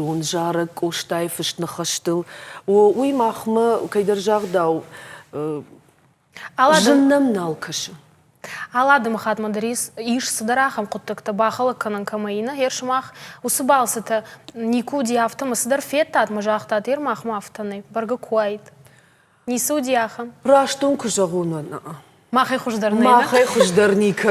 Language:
Ossetic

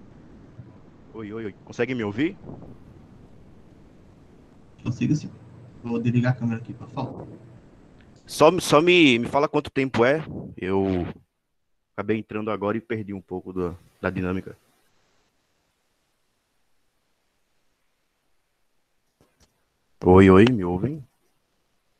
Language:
Portuguese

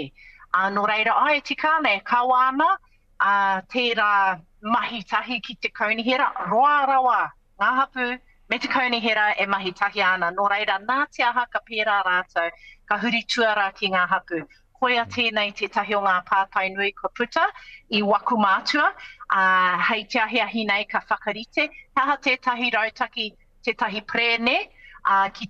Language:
Māori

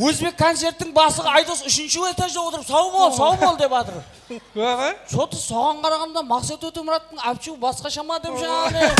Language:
Kara-Kalpak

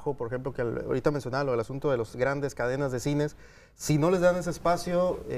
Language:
Spanish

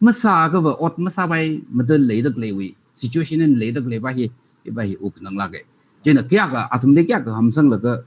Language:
Tangkhul Naga (India)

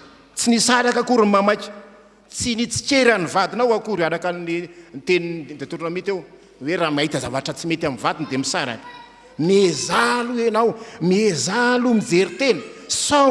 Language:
Malagasy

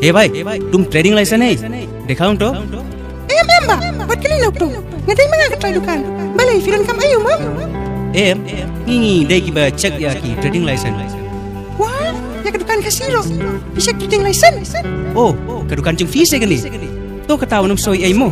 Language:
Khasi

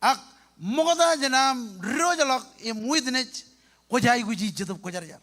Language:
Marshallese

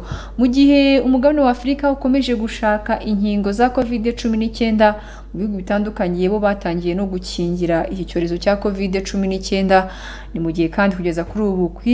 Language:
Kinyarwanda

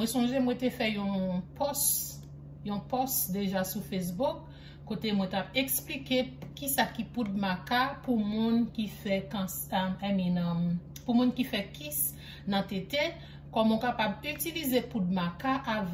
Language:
Haitian Creole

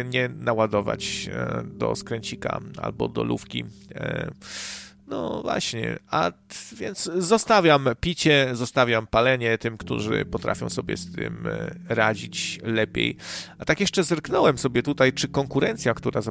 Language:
Polish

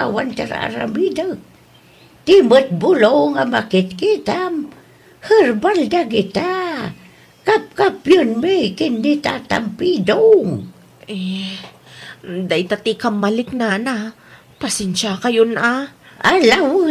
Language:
Iloko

